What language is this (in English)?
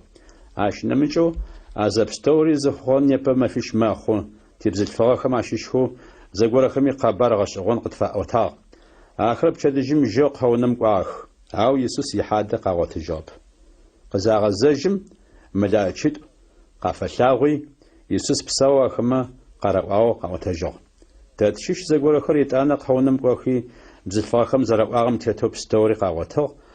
Adyghe